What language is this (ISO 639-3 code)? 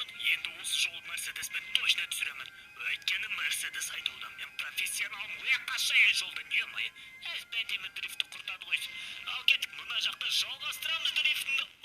kaz